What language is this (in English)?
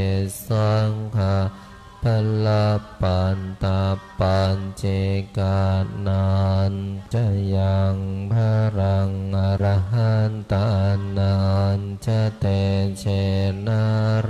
Pali